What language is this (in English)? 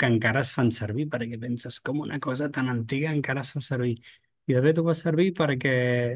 Catalan